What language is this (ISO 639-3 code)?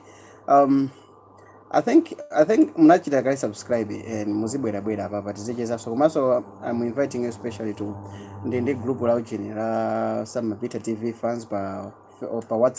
nya